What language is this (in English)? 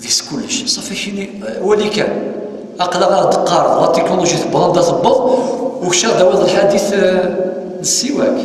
Kabyle